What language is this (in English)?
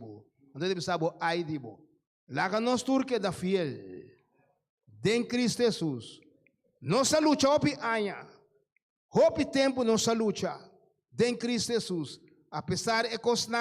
Papiamento